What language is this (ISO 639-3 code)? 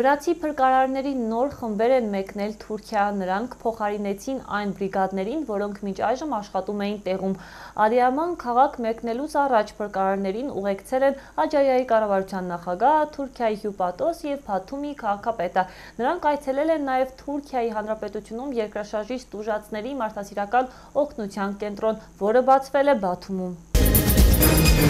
hye